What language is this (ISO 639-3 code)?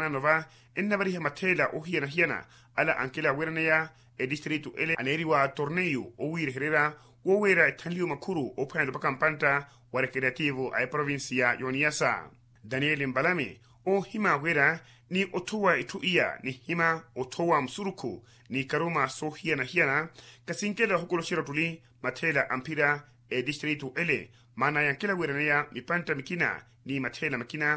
vmw